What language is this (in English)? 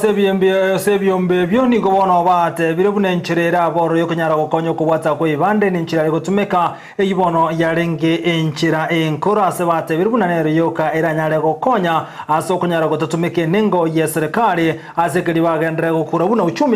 Gusii